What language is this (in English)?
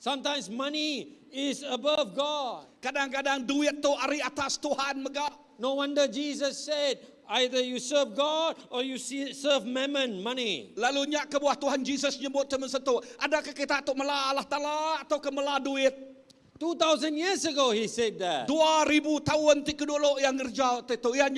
Iban